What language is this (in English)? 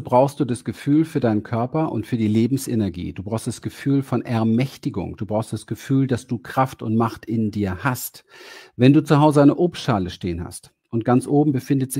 German